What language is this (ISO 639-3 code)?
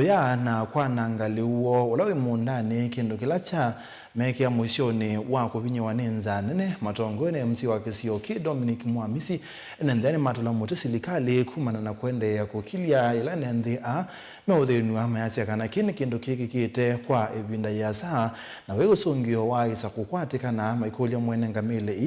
kam